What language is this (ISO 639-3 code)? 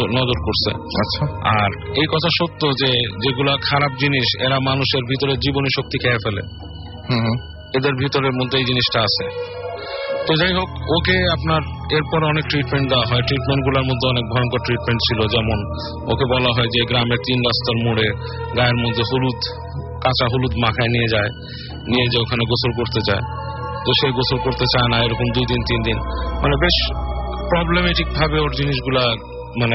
ben